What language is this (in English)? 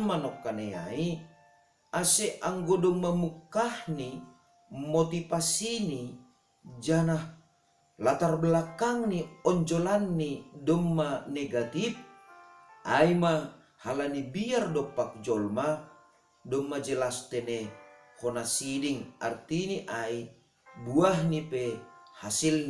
Batak Simalungun